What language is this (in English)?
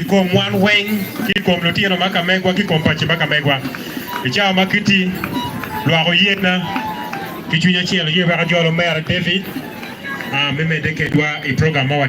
Acoli